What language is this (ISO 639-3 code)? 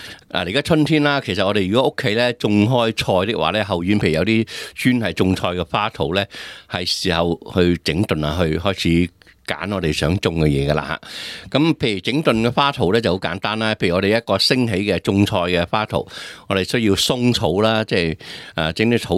yue